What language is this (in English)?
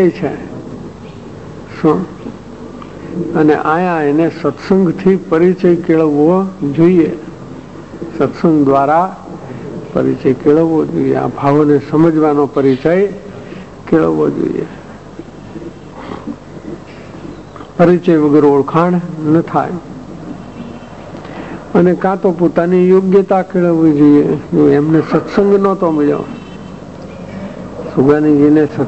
Gujarati